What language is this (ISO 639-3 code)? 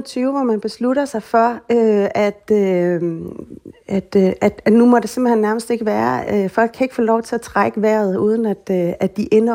dan